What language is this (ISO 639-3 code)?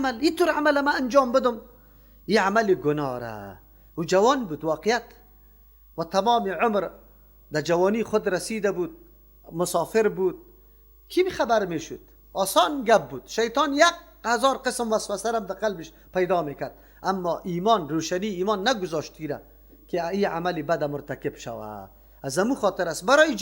fas